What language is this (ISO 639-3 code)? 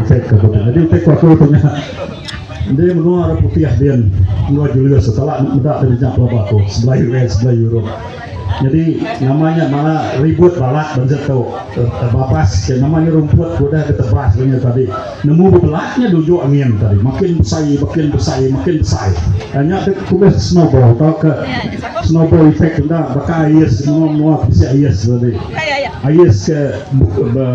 iba